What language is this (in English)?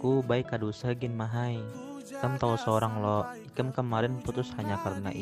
Banjar